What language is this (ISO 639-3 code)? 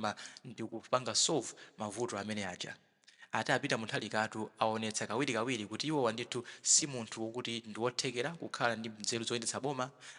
nya